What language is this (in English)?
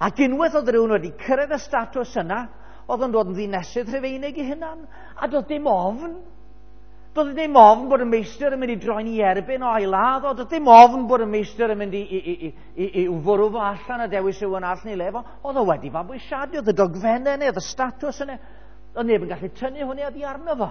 Welsh